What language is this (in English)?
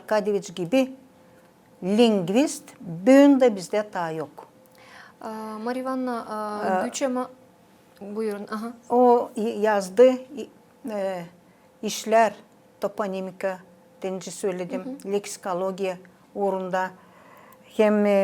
Gagauz